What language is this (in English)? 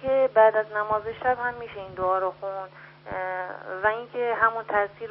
Persian